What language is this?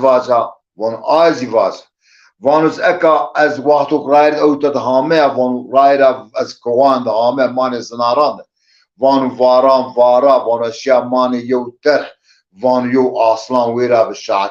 Zaza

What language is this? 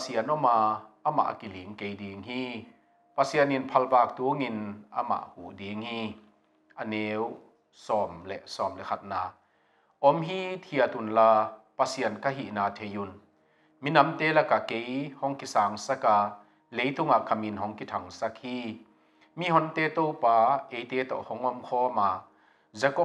Tedim Chin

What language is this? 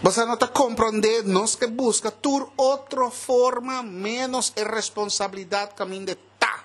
Papiamento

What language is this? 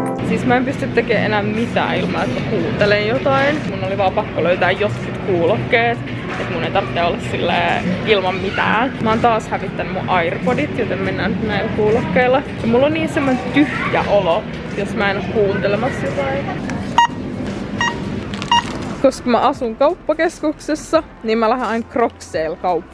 Finnish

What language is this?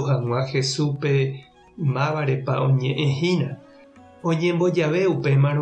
Guarani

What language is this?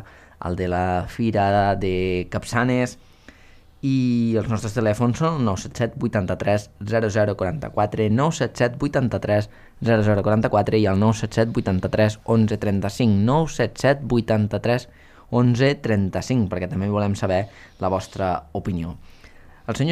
Catalan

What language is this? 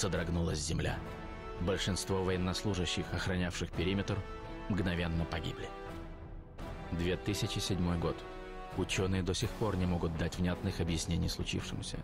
Russian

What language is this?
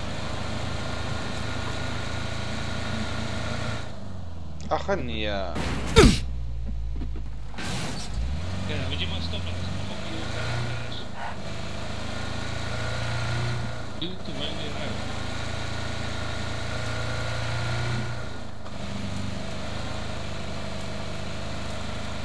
Afrikaans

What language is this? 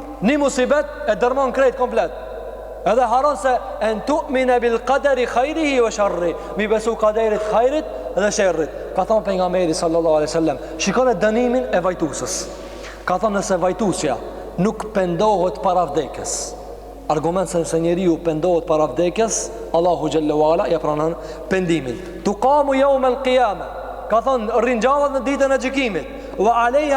Albanian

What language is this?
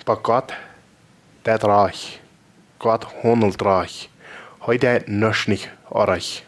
Plautdietsch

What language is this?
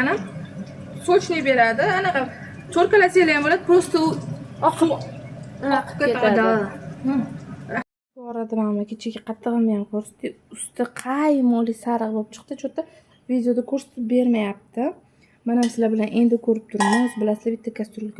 Uzbek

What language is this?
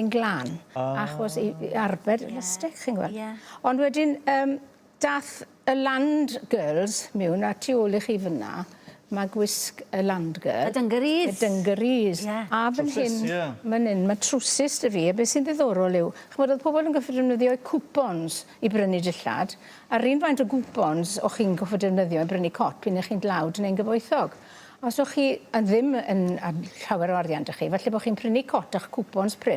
Welsh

